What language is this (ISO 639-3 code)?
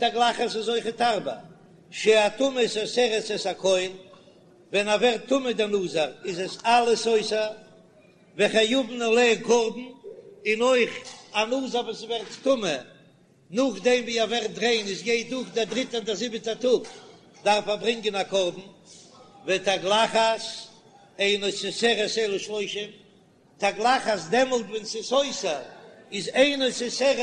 yid